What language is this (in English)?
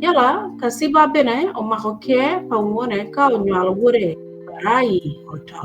Acoli